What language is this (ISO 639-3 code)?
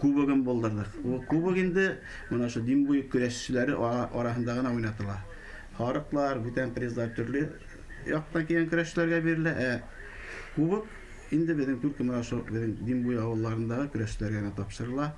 bak